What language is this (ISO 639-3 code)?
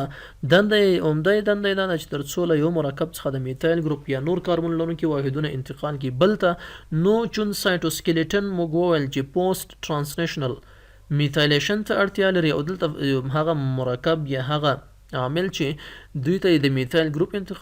pus